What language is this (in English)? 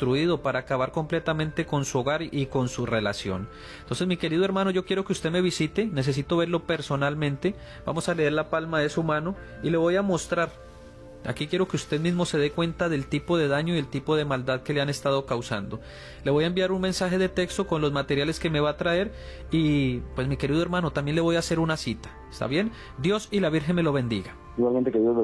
Spanish